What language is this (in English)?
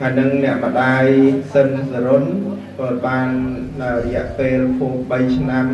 Khmer